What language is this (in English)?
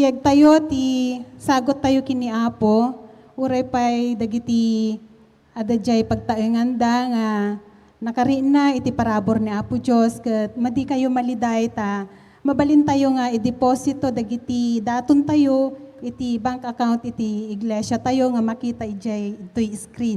Iloko